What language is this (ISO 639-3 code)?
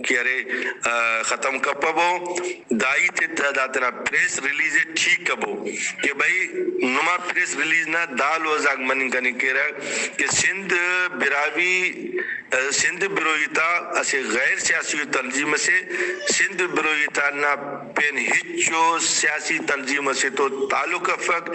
brh